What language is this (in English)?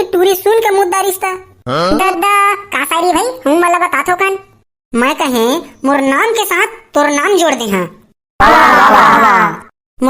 Chhattisgarhi